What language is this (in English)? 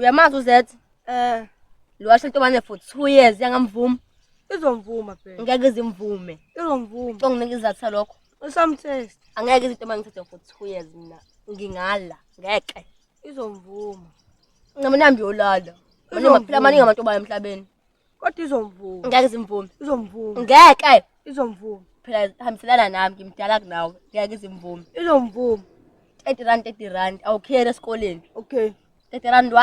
Zulu